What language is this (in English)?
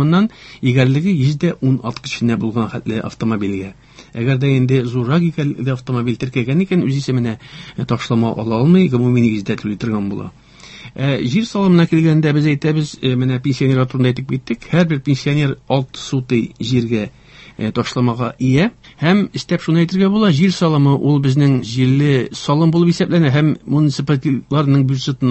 Tatar